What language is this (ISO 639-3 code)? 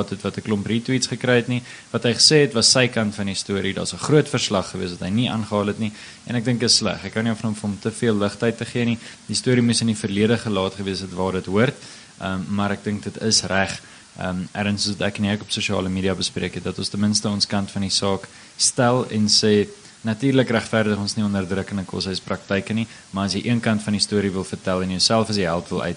afr